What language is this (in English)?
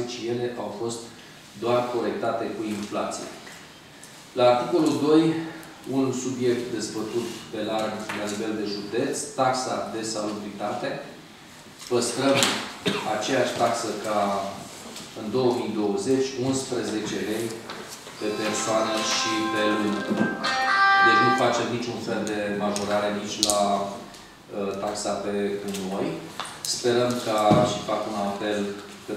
Romanian